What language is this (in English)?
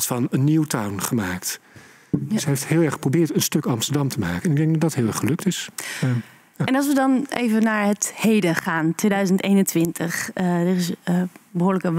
Dutch